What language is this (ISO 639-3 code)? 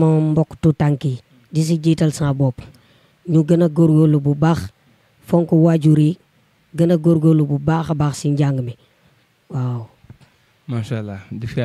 wol